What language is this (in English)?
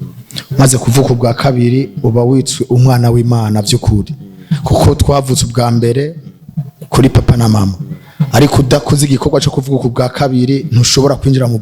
Rundi